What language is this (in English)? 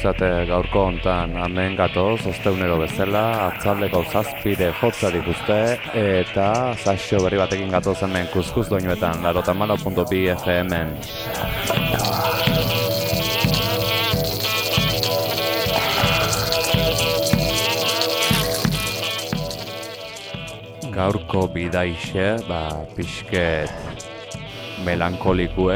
Basque